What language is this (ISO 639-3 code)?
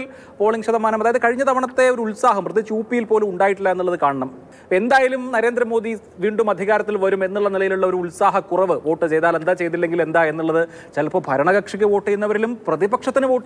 mal